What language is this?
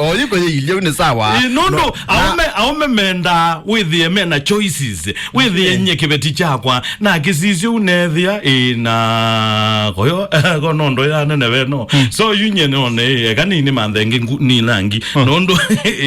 Kamba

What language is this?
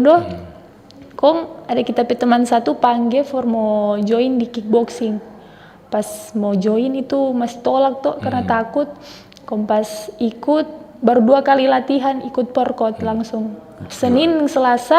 Manado Malay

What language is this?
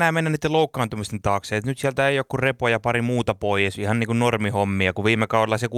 Finnish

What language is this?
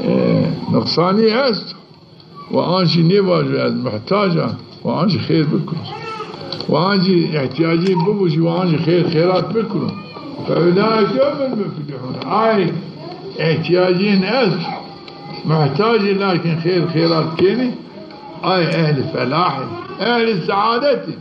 Zaza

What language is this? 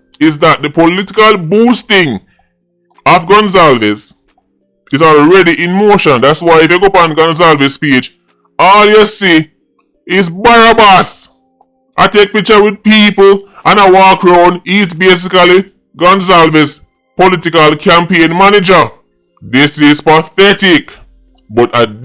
Jamaican Creole English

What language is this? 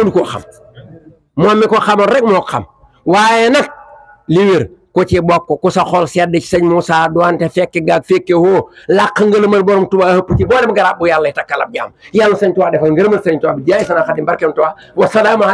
Wolof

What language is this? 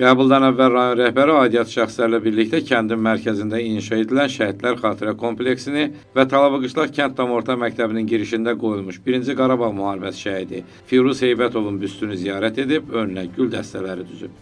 Azerbaijani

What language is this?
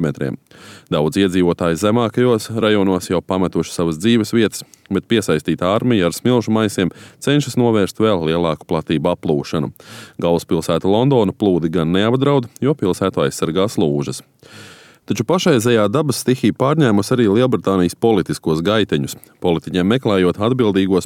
Latvian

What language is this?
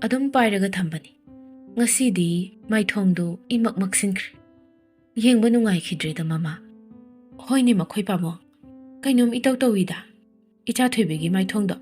Manipuri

